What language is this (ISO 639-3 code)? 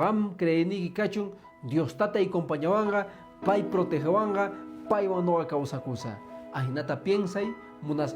que